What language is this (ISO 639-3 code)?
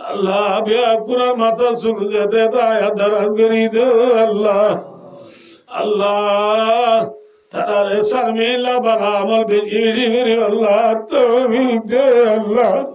rhg